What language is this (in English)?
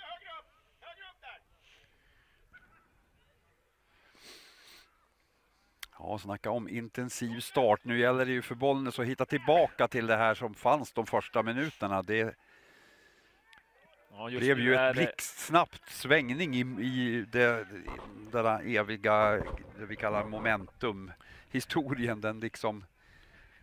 Swedish